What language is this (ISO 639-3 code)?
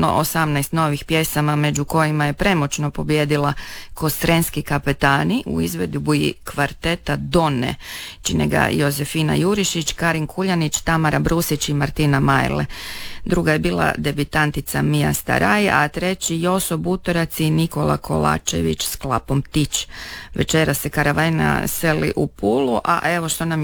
hrv